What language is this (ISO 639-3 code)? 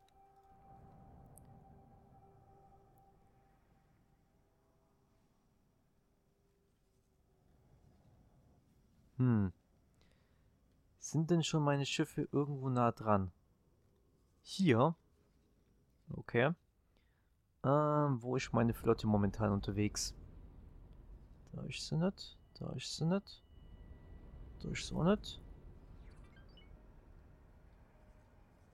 deu